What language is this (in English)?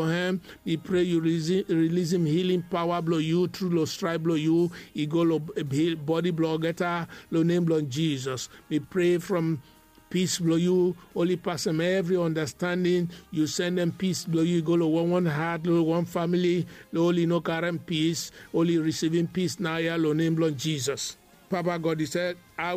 Bislama